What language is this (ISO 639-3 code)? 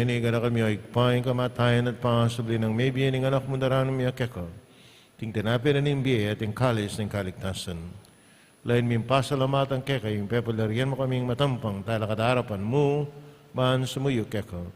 pam